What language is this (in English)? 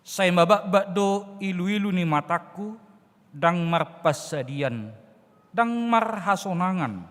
Batak Toba